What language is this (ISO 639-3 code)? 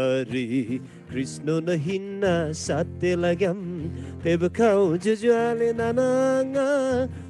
taj